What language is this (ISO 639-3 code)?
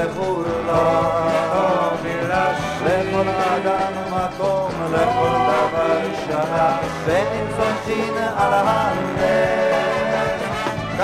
heb